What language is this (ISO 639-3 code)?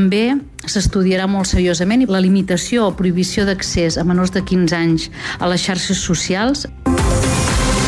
cat